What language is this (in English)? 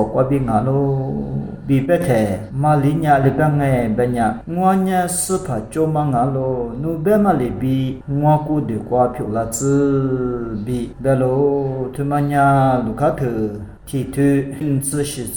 Lisu